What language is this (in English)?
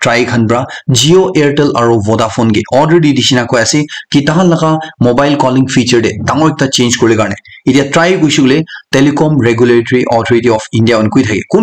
Naga Pidgin